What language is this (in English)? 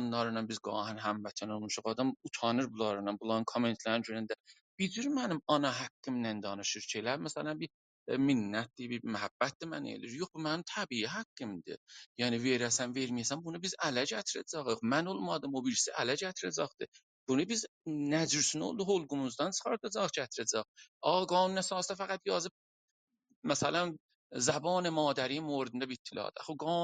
South Azerbaijani